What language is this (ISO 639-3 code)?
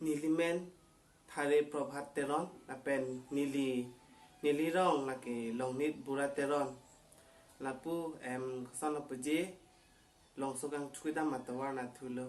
mjw